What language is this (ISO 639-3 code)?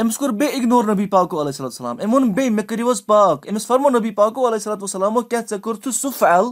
kas